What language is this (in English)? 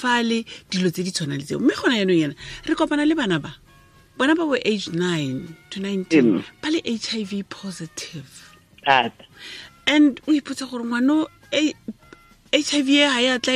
Tswana